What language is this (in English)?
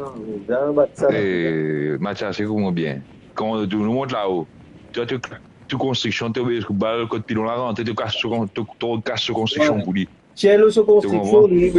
Morisyen